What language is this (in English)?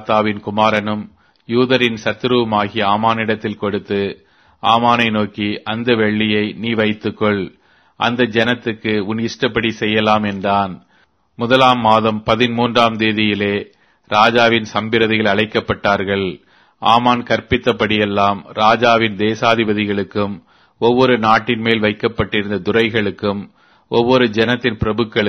Tamil